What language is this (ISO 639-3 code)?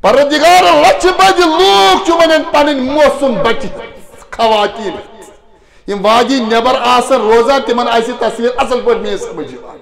kas